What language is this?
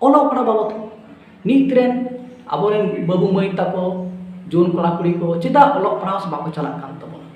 Santali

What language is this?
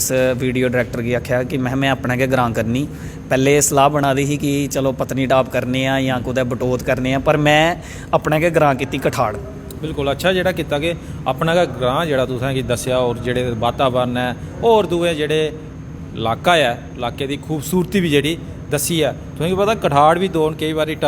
Dogri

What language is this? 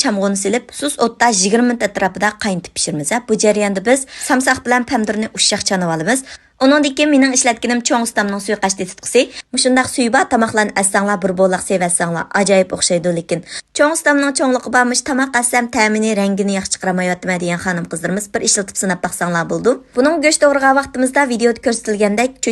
Uyghur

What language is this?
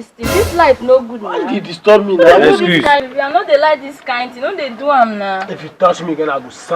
Nigerian Pidgin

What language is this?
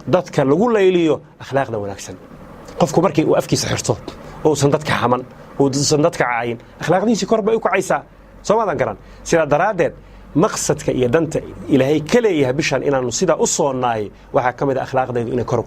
Somali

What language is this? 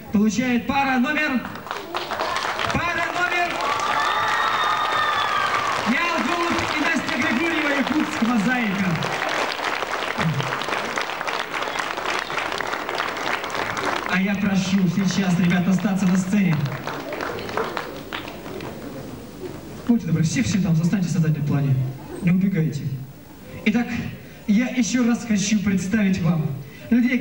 Russian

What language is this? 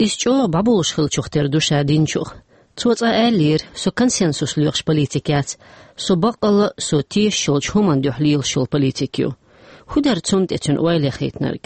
Chechen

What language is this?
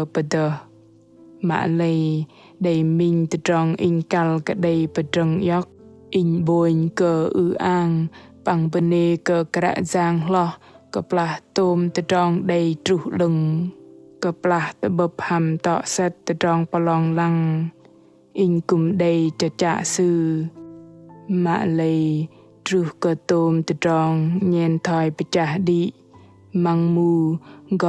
Bahnar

